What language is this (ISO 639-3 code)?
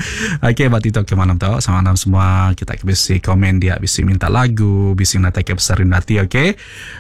iba